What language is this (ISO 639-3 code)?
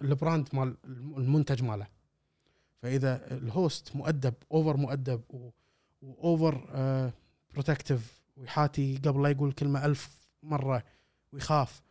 afb